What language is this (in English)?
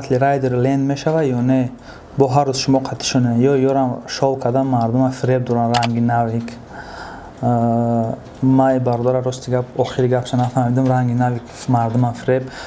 Tajik